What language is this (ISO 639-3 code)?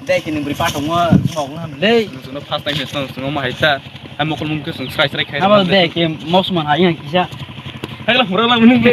trp